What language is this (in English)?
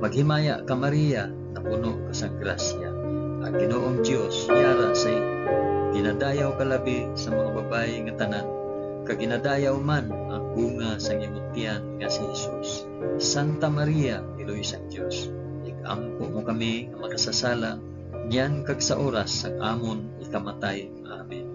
Hiligaynon